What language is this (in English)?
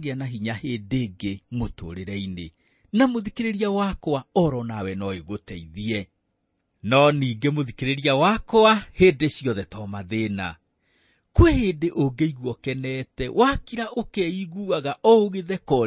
Kikuyu